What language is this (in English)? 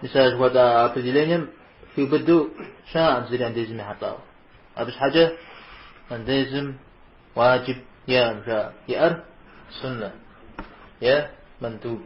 Kabardian